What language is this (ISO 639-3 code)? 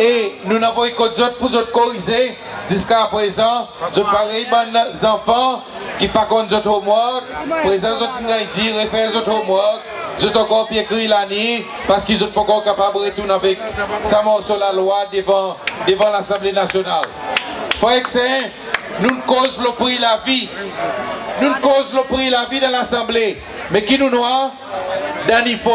crs